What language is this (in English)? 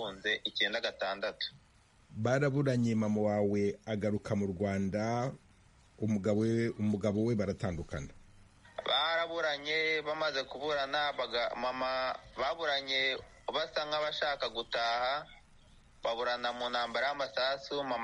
Kinyarwanda